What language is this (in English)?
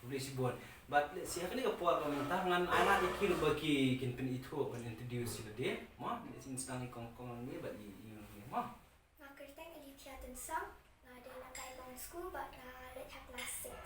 Khasi